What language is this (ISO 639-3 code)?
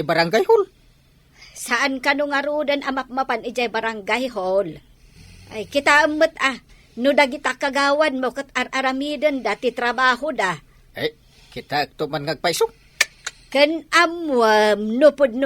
ilo